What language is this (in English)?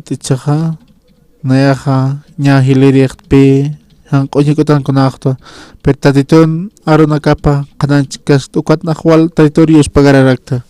Aymara